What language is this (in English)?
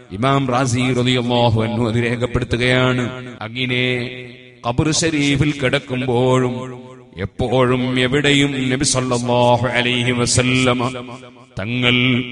Malayalam